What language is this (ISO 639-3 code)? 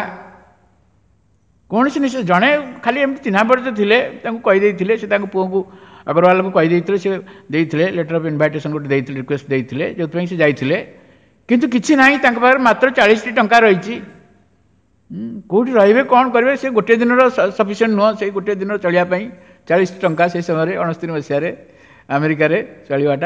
ori